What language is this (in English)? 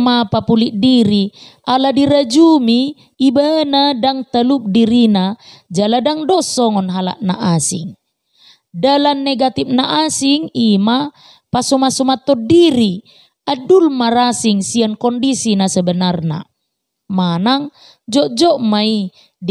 Batak Toba